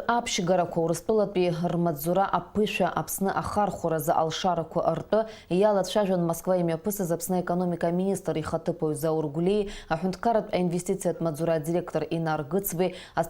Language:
Abkhazian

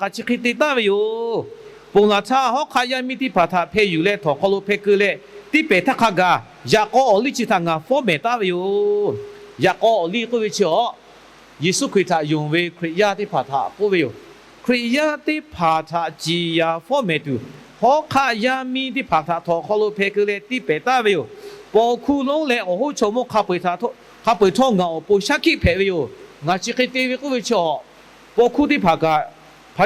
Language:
Lahu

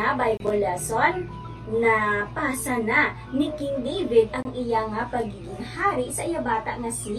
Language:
Hiligaynon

